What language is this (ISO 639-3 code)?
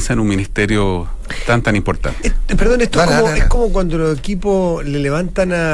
spa